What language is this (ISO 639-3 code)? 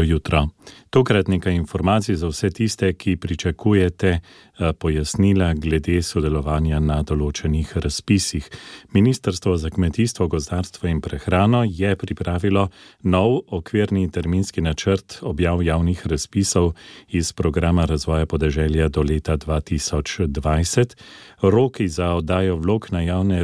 slv